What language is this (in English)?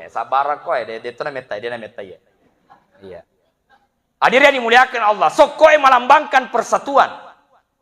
Buginese